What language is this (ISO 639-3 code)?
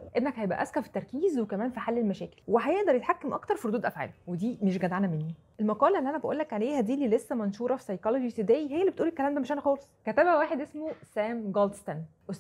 arz